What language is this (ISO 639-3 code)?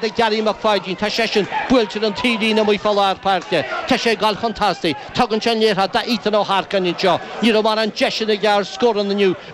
gle